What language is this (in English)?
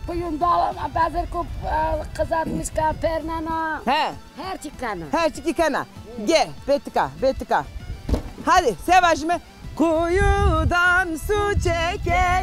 Zaza